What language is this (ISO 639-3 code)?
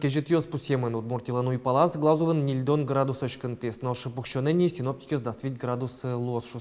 udm